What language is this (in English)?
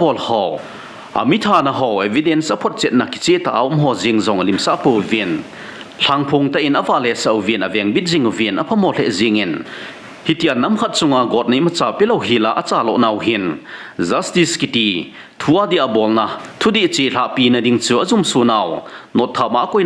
Thado Chin